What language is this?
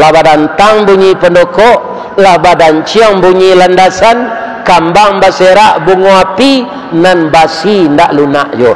Minangkabau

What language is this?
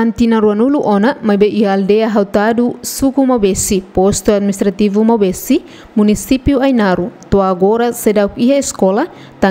Tetum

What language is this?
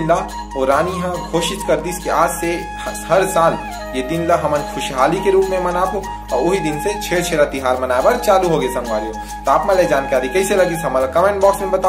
Chhattisgarhi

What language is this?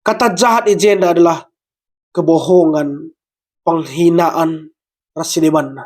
Batak Karo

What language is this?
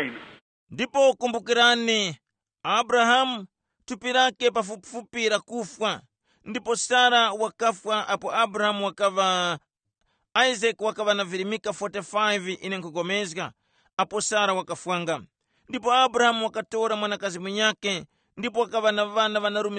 Tumbuka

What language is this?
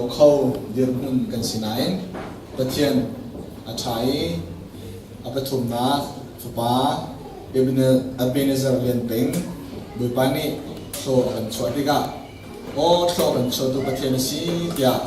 Hakha Chin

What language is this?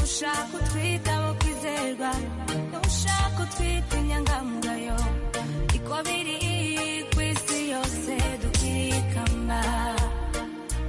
Kinyarwanda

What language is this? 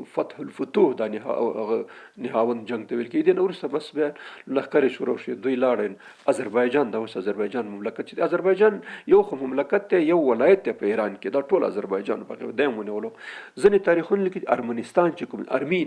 Pashto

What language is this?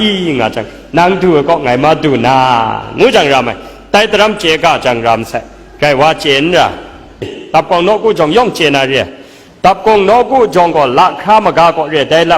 Kachin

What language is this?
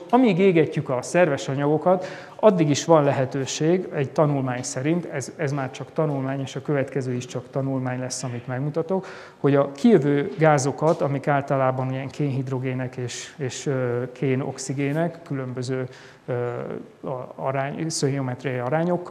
Hungarian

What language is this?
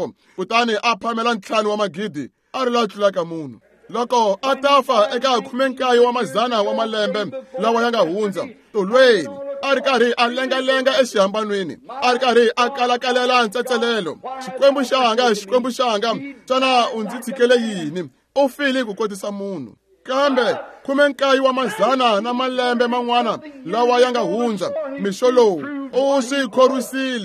Tsonga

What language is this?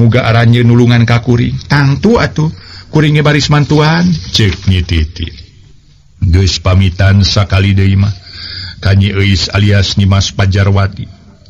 Sundanese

